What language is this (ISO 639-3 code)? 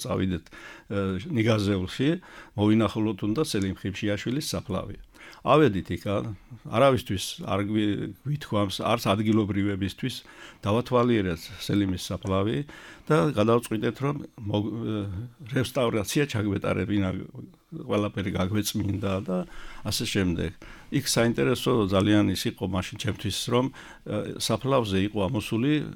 kat